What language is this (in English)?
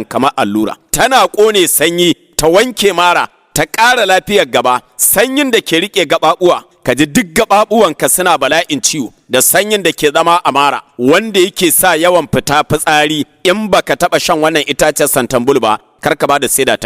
Hausa